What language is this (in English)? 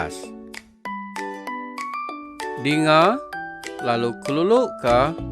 Iban